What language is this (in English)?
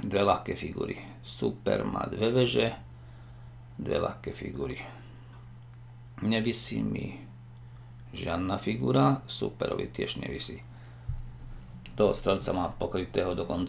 Slovak